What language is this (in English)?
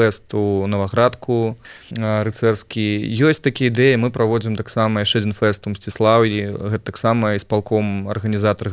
Belarusian